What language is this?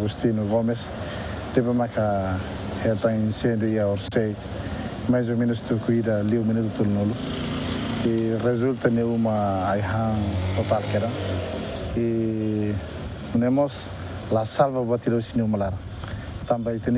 Tetum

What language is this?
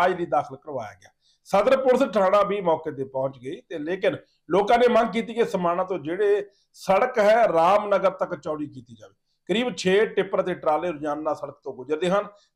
Punjabi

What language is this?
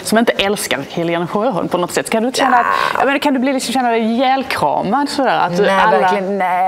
Swedish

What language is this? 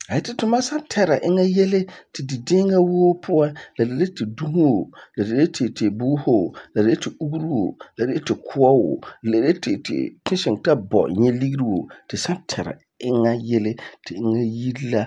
Frafra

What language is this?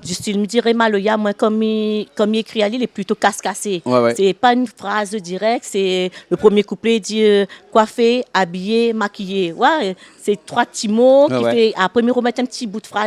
Réunion Creole French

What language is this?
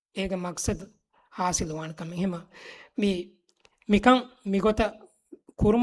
Divehi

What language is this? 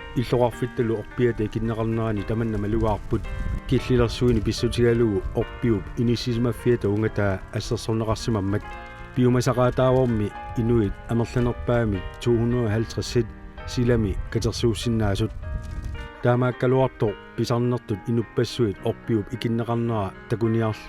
Kalaallisut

